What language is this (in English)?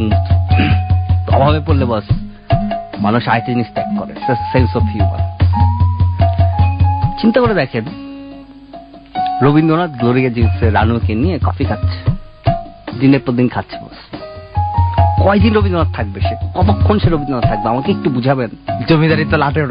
Bangla